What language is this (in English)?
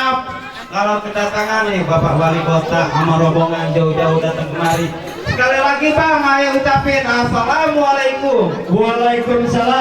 Betawi